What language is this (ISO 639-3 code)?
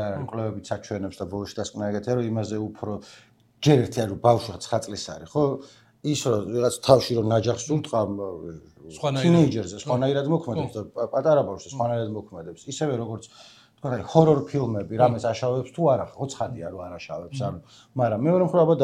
kat